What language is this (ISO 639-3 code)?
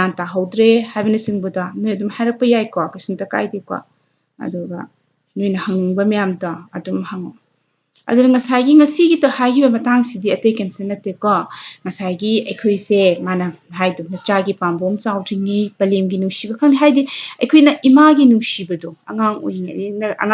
mni